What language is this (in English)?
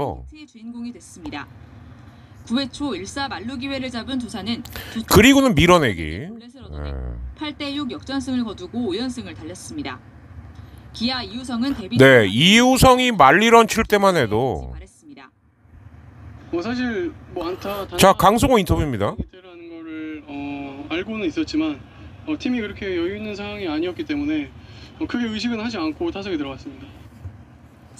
Korean